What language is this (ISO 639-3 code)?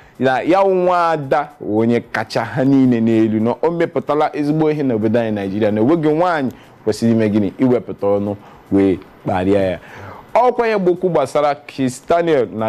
ibo